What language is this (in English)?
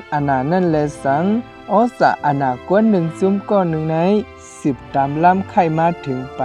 Shan